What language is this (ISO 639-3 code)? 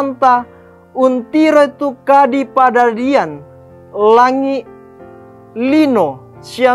sda